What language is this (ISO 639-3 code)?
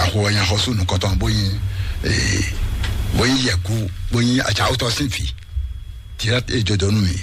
fon